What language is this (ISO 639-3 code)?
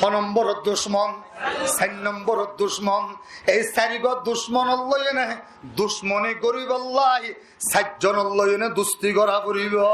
rhg